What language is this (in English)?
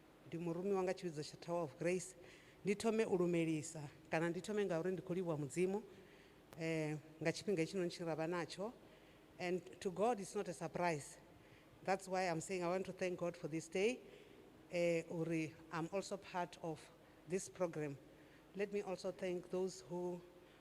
Venda